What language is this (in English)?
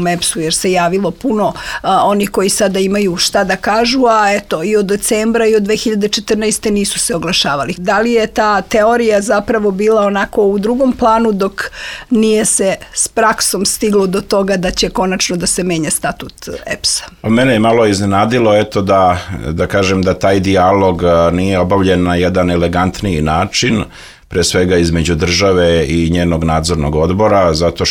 Serbian